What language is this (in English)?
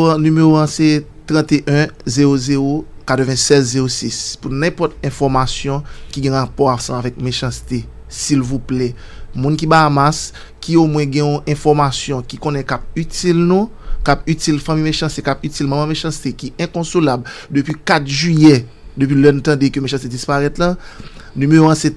Haitian Creole